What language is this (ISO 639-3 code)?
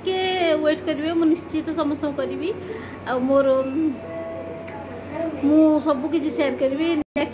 ori